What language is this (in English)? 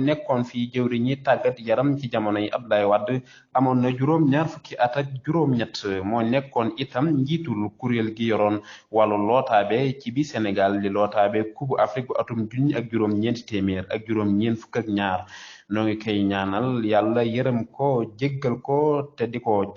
Wolof